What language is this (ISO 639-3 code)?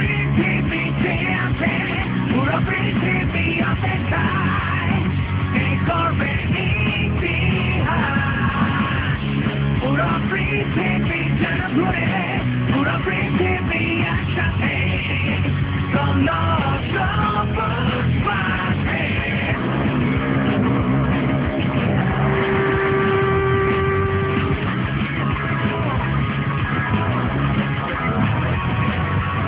ben